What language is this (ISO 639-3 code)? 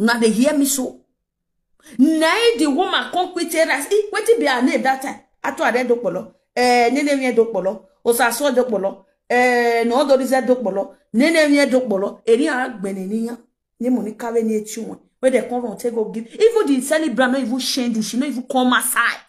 pcm